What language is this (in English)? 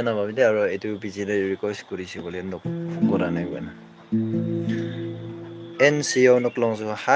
Naga Pidgin